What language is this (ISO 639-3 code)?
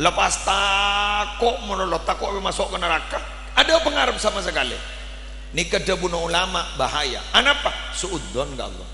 mad